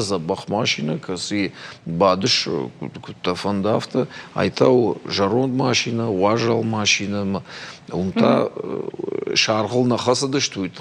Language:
Ossetic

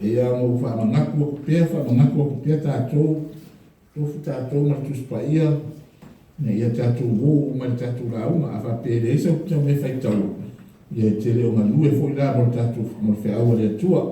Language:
Samoan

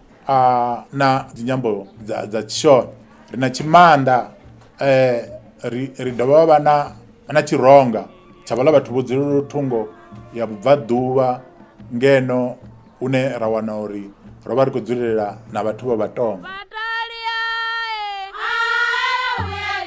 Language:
Venda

